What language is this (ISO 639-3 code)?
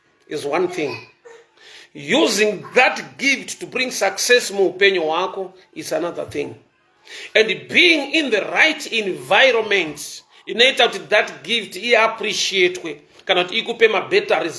sna